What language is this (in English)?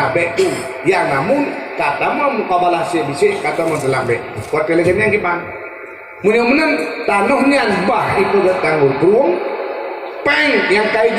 Achinese